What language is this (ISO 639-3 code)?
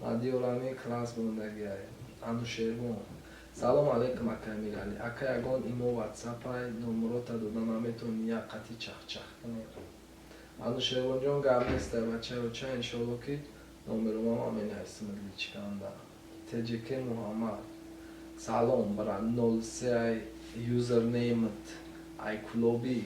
tgk